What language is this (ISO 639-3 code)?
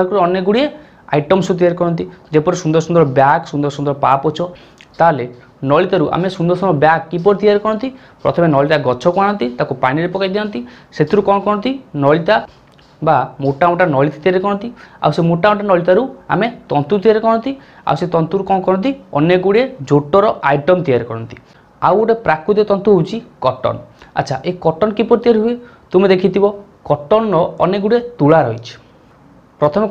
ori